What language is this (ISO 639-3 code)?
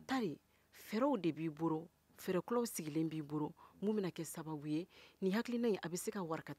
bam